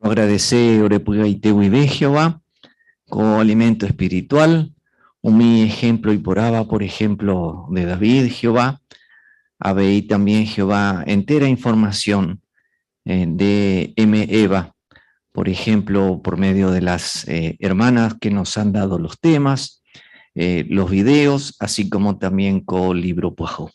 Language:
Guarani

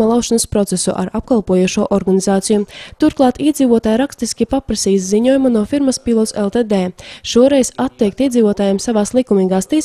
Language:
Latvian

